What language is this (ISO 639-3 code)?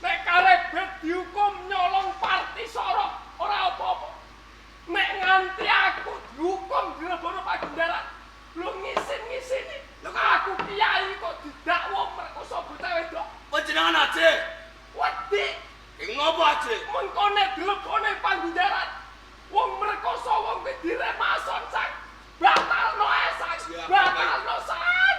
jav